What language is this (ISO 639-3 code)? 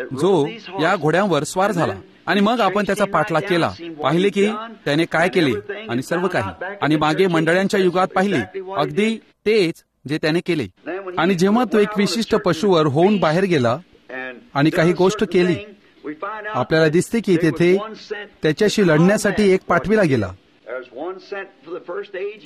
mar